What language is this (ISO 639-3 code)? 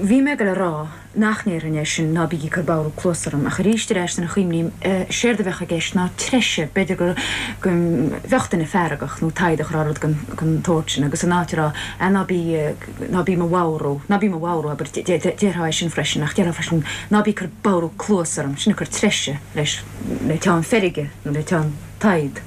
gle